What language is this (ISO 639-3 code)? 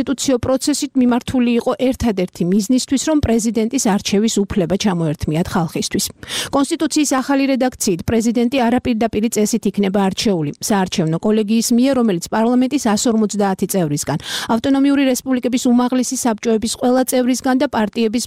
kat